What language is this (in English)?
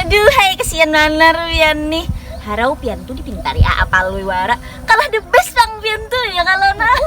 Banjar